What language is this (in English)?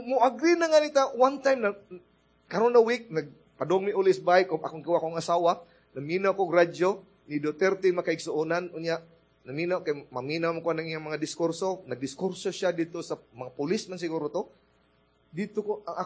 Cebuano